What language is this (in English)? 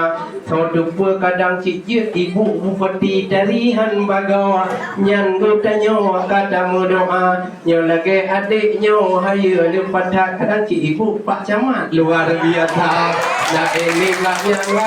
Achinese